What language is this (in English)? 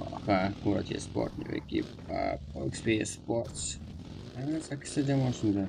Kara-Kalpak